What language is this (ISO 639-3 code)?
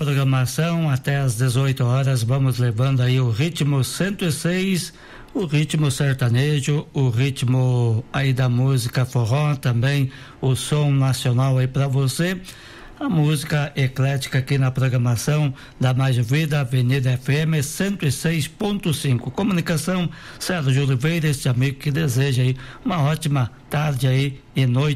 por